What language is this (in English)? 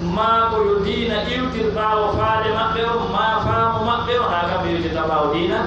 Pular